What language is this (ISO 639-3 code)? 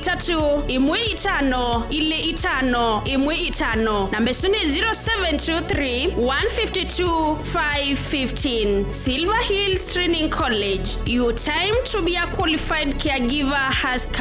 kam